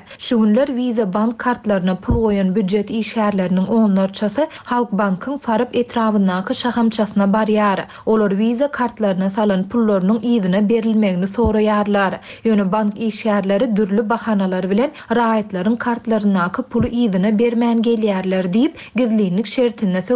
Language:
Turkmen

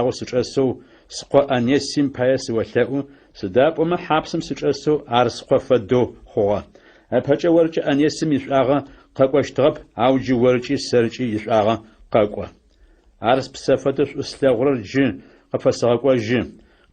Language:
Adyghe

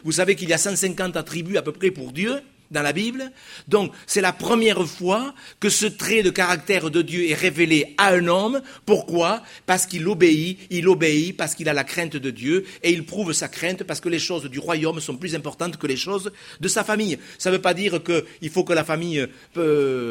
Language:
French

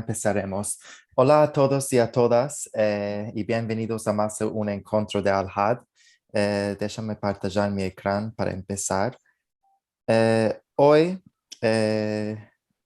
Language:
Ladino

